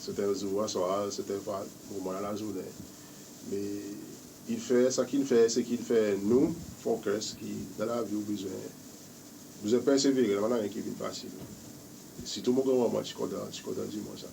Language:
Seselwa Creole French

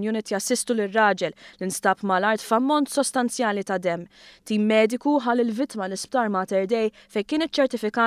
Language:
Maltese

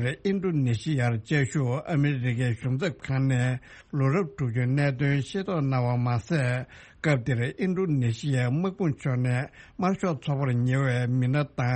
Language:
Tibetan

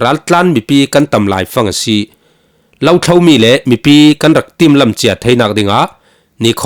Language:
Falam Chin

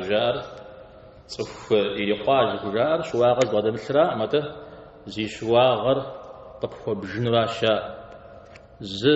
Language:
Kabardian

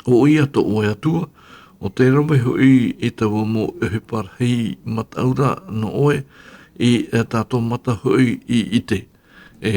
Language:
Tahitian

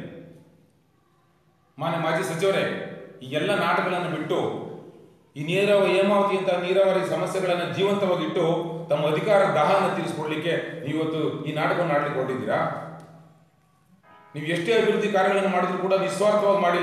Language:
Kannada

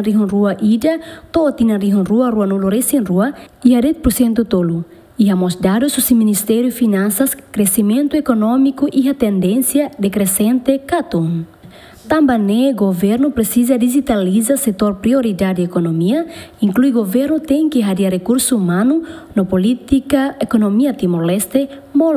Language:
Tetum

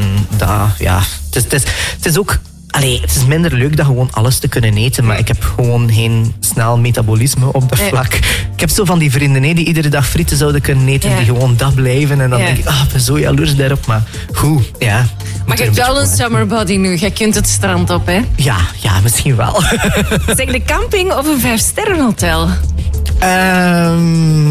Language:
Dutch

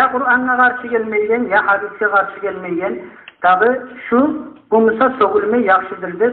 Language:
Kumyk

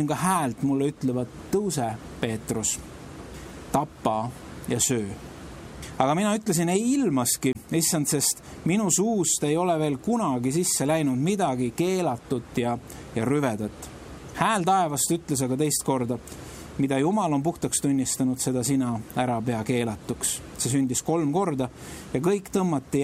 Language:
Estonian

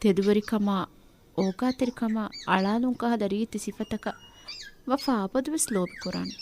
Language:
Divehi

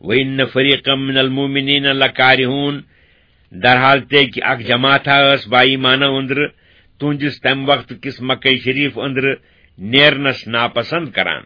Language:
Kashmiri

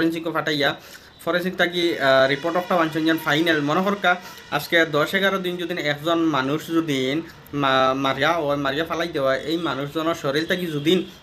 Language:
Sylheti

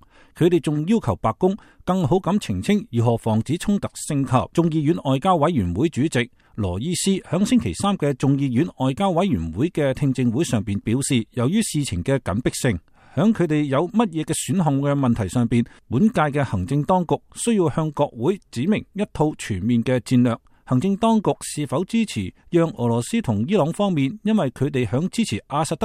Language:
Cantonese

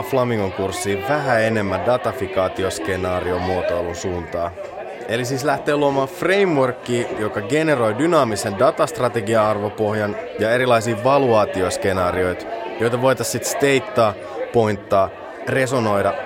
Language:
Finnish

